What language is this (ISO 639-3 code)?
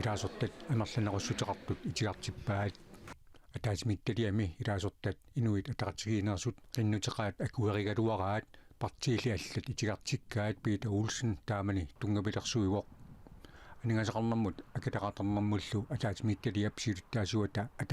kal